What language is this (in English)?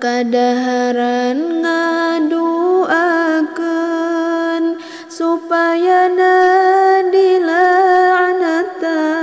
Sundanese